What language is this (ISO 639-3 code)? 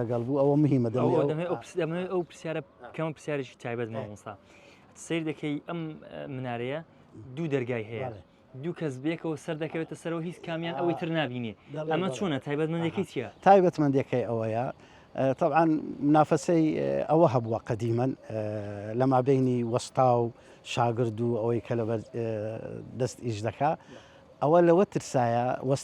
ckb